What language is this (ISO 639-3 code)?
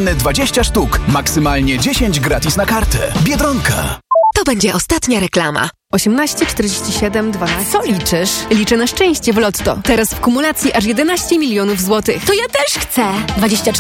pol